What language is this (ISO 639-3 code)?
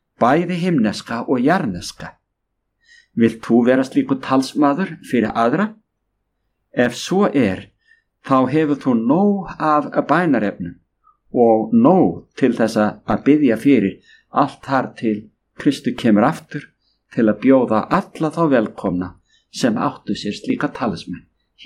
isl